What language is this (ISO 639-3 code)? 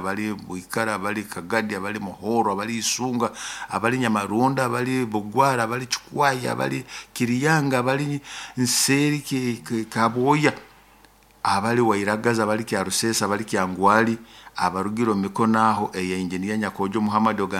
nyo